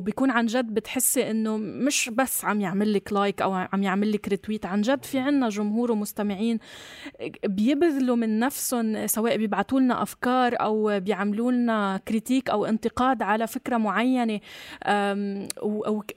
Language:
North Levantine Arabic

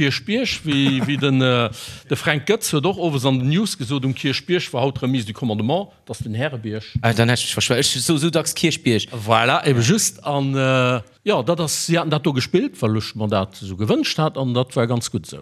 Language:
Luxembourgish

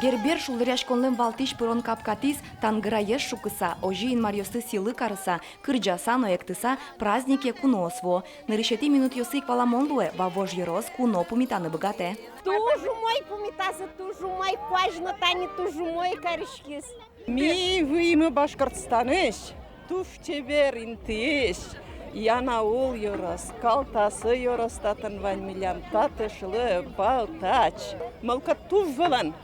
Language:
Udmurt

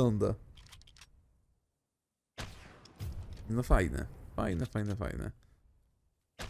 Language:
Polish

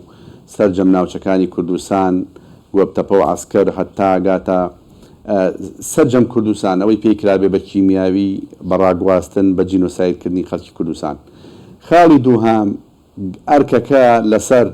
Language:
Central Kurdish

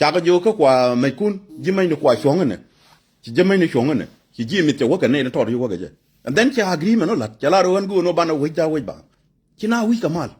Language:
Nuer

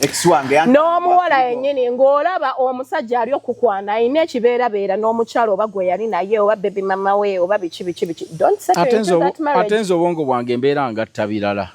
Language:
Ganda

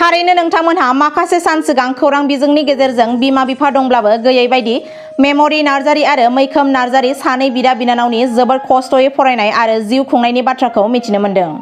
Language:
Bodo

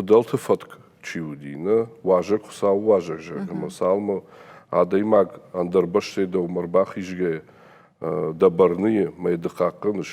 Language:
Ossetic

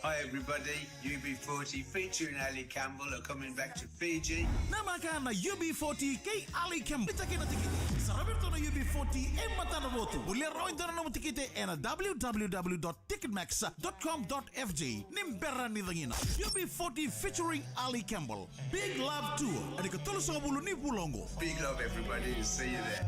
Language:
Fijian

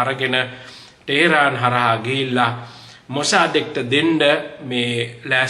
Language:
Sinhala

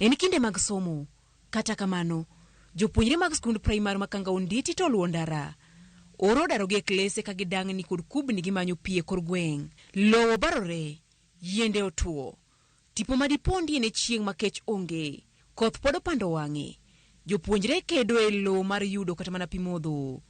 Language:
Luo (Kenya and Tanzania)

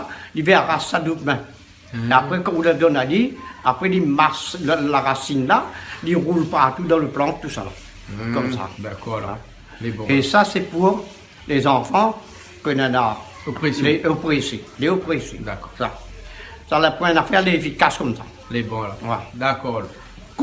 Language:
Réunion Creole French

